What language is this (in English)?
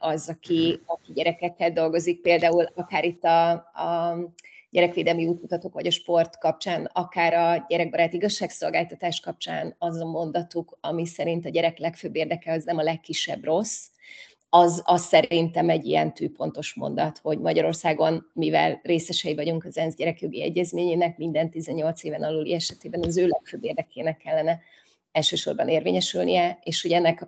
Hungarian